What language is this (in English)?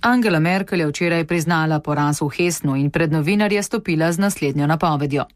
Slovenian